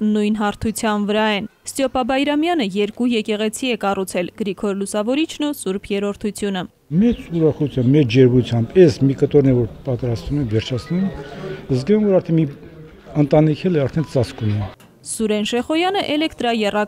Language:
Armenian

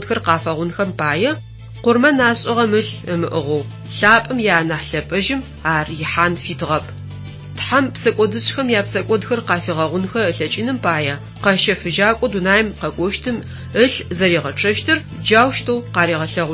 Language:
Adyghe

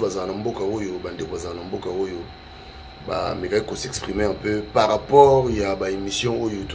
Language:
Lingala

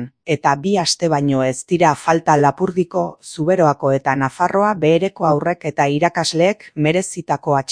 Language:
Basque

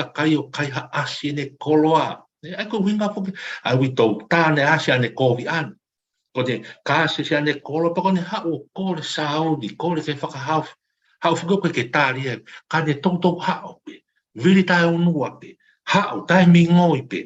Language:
Tongan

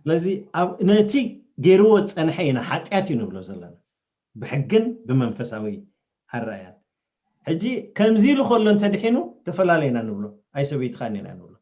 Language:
Tigrinya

